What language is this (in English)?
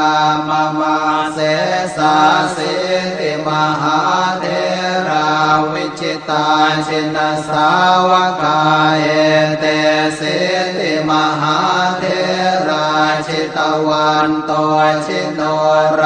Pali